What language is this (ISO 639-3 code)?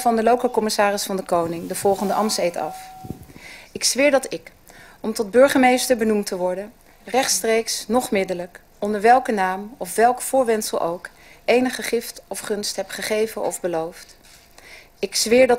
nld